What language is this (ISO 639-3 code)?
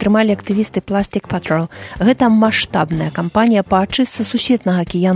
bel